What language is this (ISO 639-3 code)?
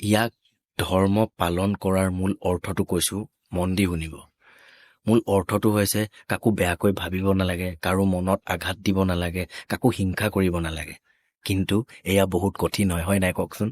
asm